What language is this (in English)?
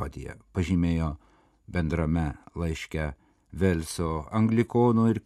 Lithuanian